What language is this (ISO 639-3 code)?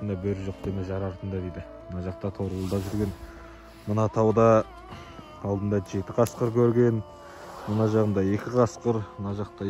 kaz